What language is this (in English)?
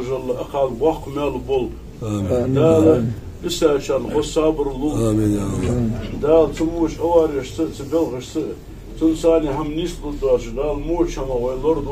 Ingush